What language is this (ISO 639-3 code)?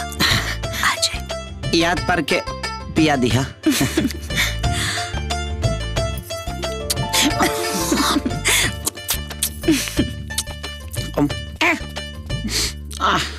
bho